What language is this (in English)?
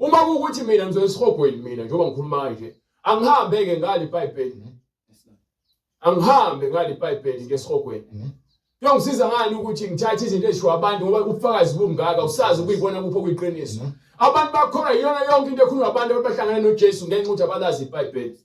Zulu